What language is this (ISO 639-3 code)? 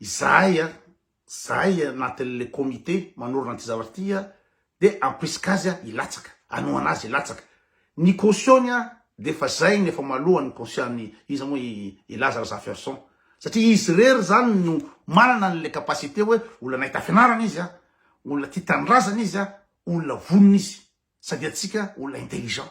mlg